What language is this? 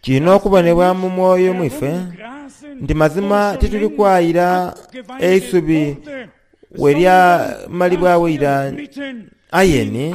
Soga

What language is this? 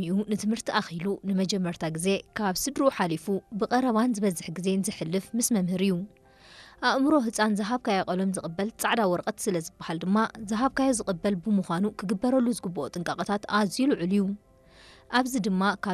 Tigrinya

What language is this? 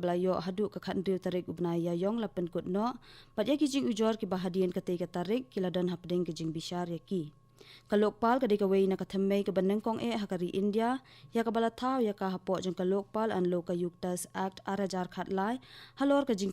Khasi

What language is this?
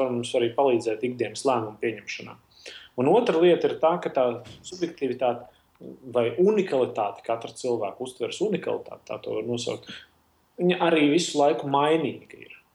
Latvian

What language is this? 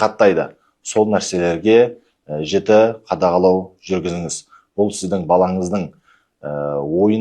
Kazakh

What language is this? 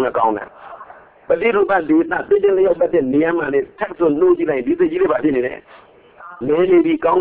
Burmese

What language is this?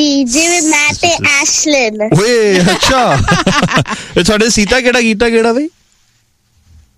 Punjabi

